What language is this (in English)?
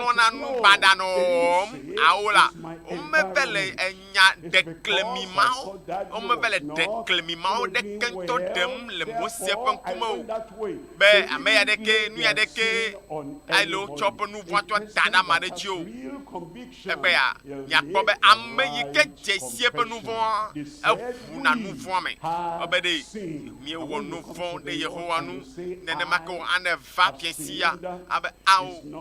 Ewe